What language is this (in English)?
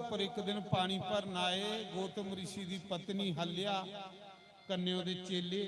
Dogri